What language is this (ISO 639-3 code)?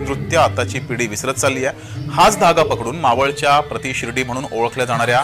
mar